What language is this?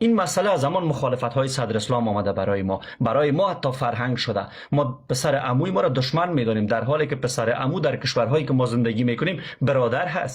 Persian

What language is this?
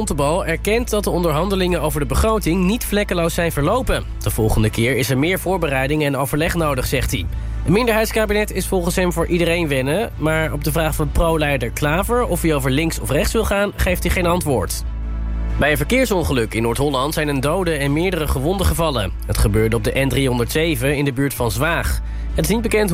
Dutch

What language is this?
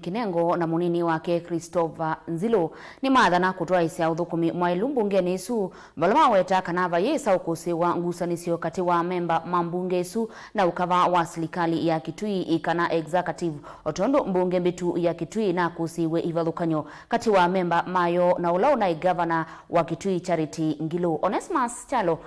Kamba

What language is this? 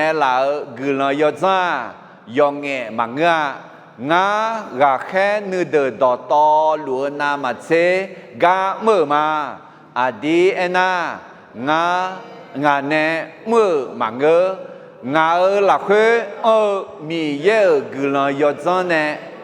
Akha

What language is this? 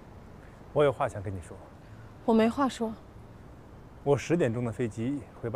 Chinese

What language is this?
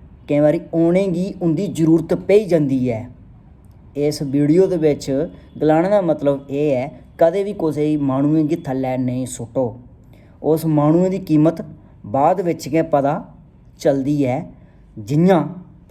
Dogri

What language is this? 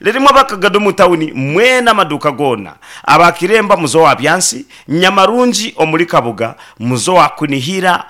Nyankole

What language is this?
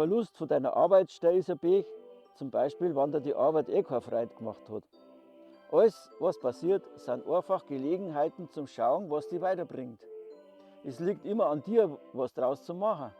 Bavarian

